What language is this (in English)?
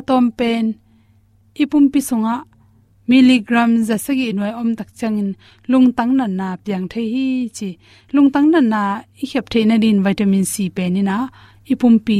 Tedim Chin